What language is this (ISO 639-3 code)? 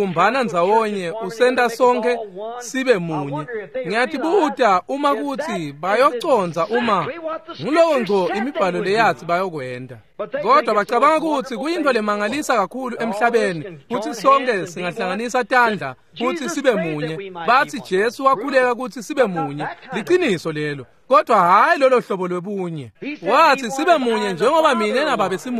ssw